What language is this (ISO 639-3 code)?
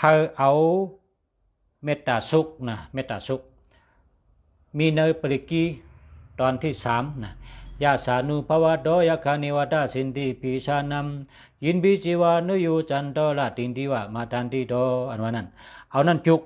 shn